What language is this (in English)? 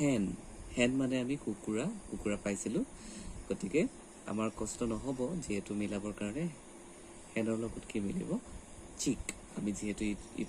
Assamese